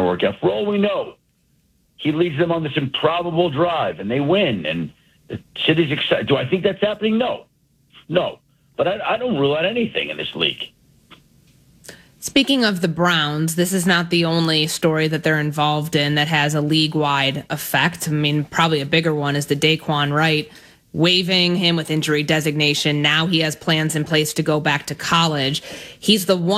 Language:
English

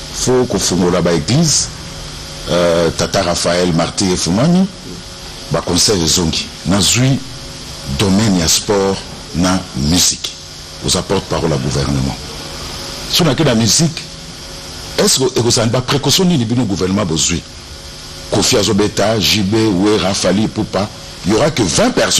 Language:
Lingala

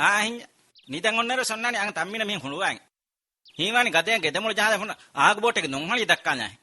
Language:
Divehi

